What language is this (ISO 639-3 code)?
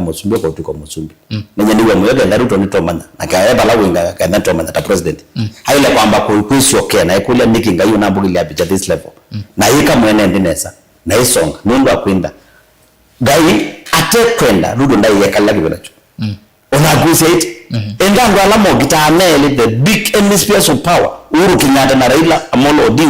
kam